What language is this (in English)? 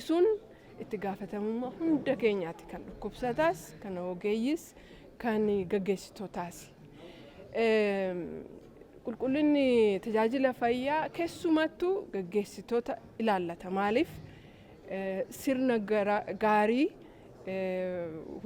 Oromo